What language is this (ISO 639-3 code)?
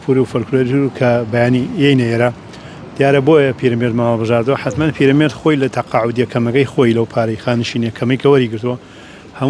ckb